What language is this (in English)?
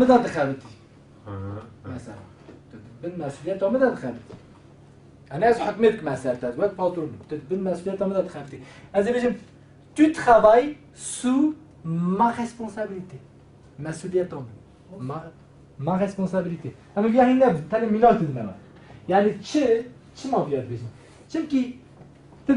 Kurdish